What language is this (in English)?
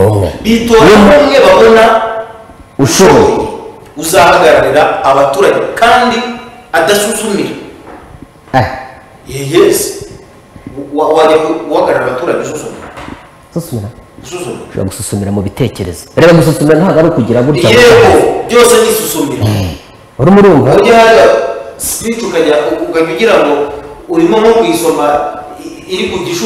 Kinyarwanda